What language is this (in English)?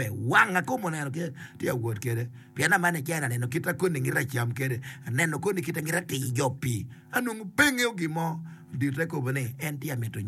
Acoli